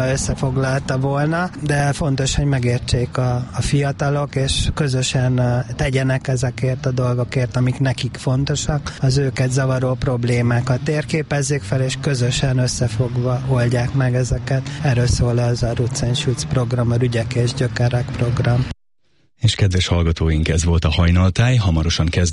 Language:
Hungarian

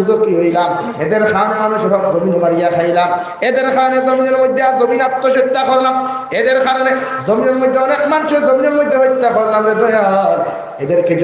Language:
Sylheti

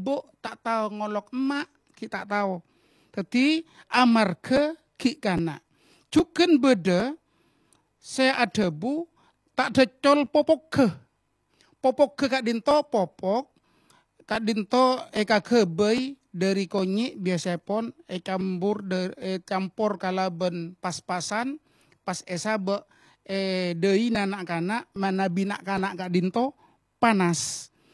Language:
Madurese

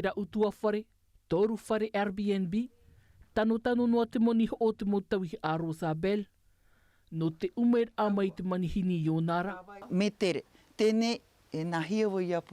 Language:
Tahitian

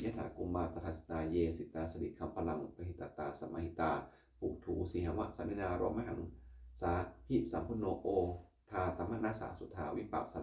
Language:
Pali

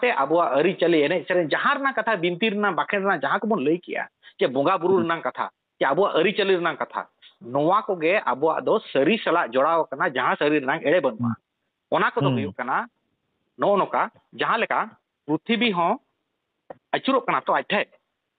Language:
Santali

